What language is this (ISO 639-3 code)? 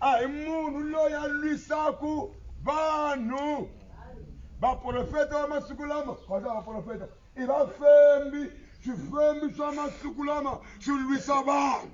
tso